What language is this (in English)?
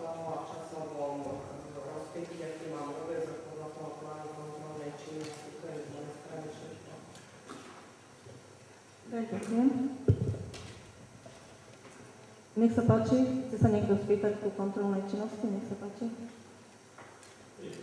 Slovak